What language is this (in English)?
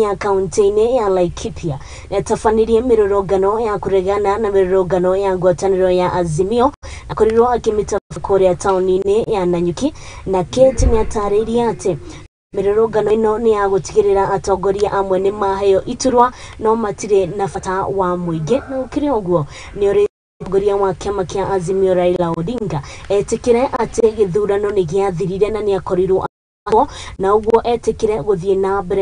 Kikuyu